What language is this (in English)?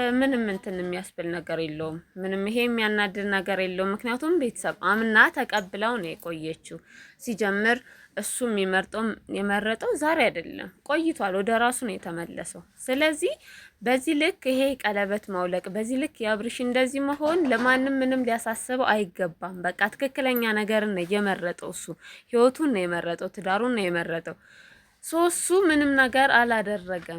Amharic